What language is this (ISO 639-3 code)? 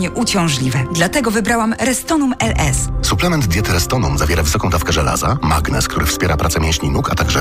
pol